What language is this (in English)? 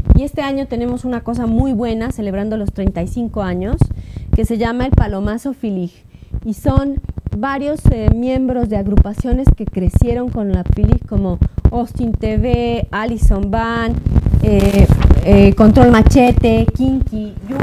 Spanish